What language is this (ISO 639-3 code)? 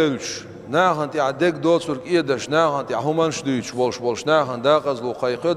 che